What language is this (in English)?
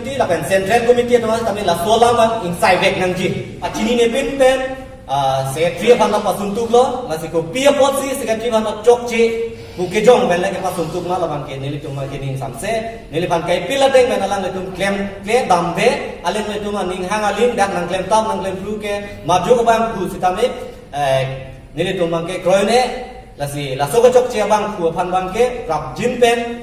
Karbi